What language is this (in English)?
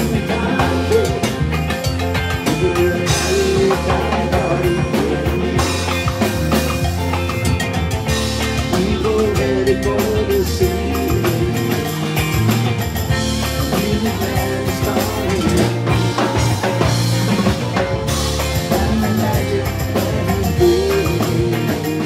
English